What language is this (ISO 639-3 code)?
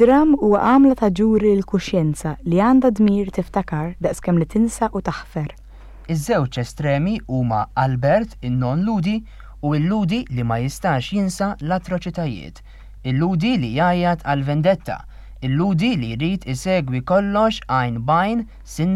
mlt